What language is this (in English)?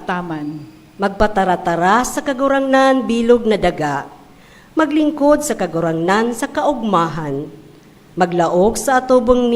Bikol